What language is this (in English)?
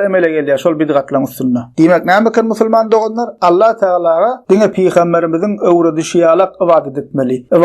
Turkmen